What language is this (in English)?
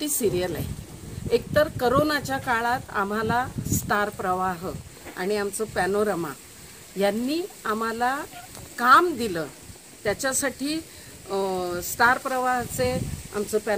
Marathi